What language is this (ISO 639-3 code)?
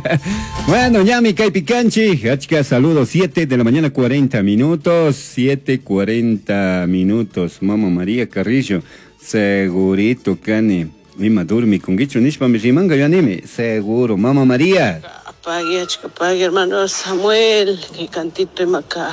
qug